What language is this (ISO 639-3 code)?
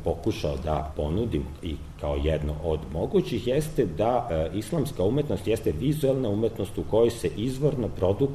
srp